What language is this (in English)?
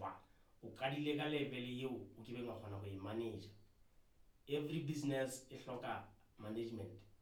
Southern Sotho